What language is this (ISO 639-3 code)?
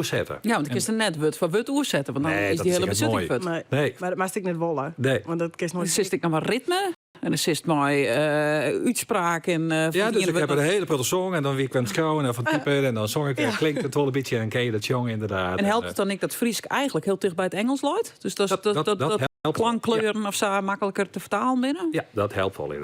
fry